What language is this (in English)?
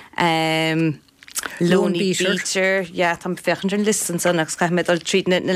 Irish